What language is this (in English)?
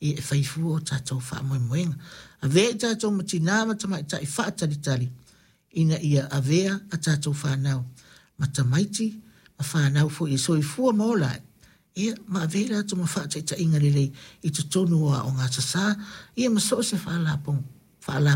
Samoan